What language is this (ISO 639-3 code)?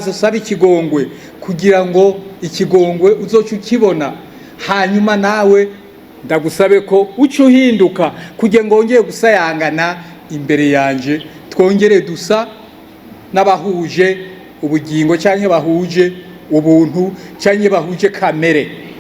run